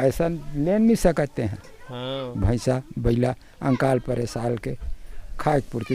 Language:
Chhattisgarhi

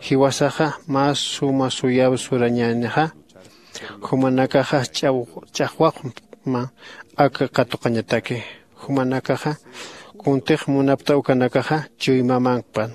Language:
Aymara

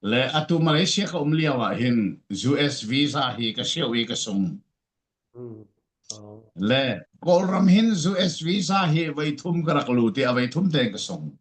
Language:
Falam Chin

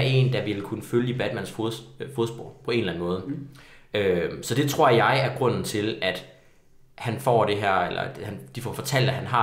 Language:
Danish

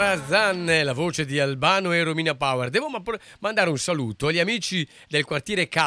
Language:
Italian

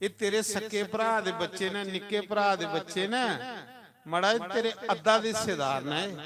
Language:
Dogri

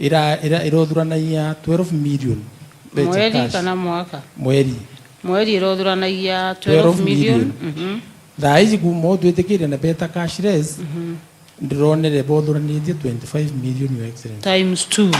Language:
Meru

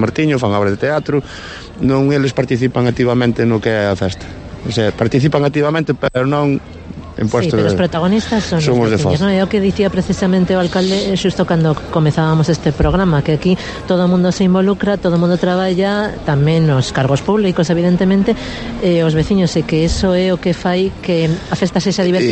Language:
Galician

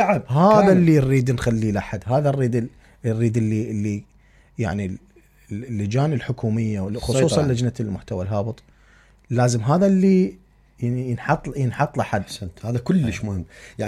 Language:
Mesopotamian Arabic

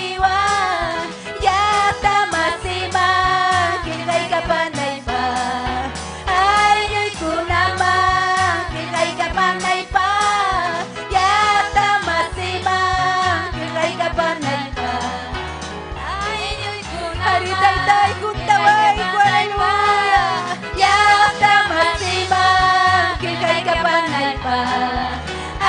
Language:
Ayacucho Quechua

